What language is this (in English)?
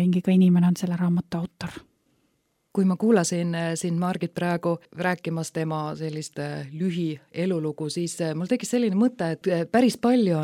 Estonian